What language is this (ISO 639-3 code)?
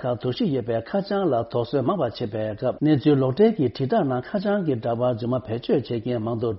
bod